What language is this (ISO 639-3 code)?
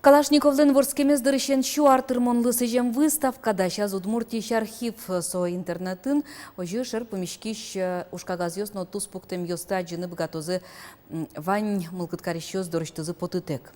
udm